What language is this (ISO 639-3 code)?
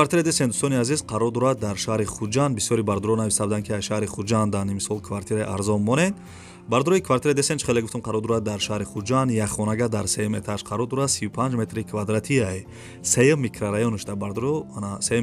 tgk